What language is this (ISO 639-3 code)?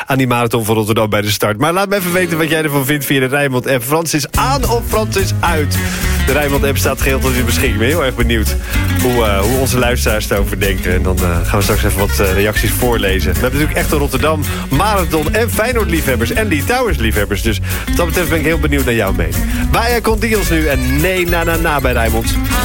nld